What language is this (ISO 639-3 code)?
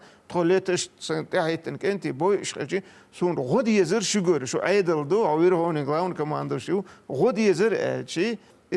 che